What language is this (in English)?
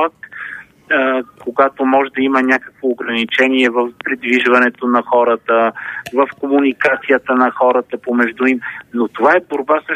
Bulgarian